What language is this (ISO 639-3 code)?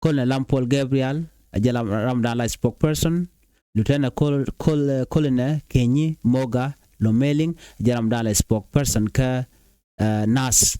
nus